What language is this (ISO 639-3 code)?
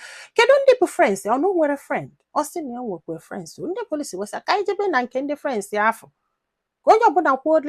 ibo